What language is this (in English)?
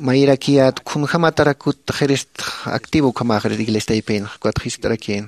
Aymara